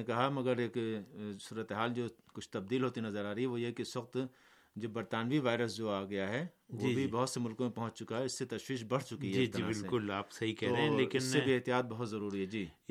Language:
Urdu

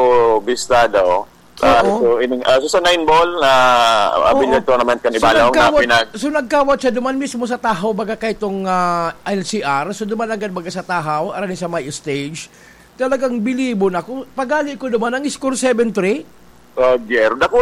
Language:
Bikol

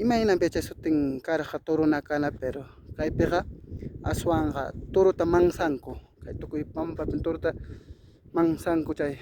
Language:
Ayacucho Quechua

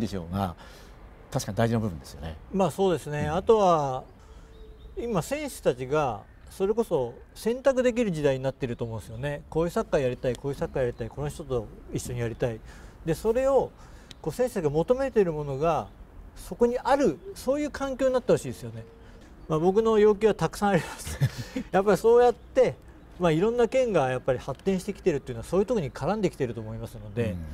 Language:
Japanese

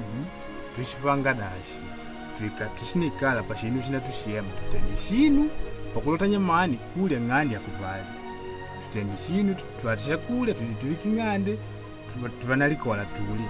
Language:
Makonde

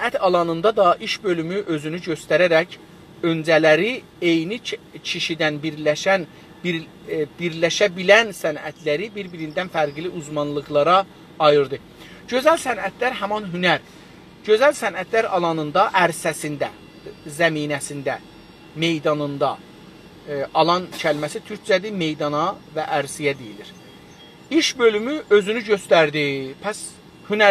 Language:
South Azerbaijani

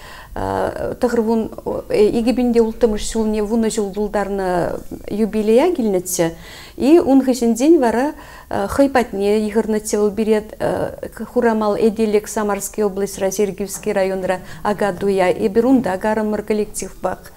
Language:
Chuvash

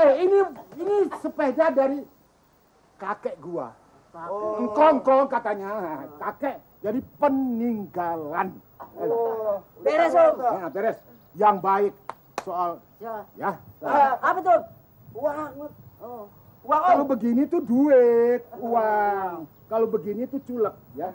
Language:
Betawi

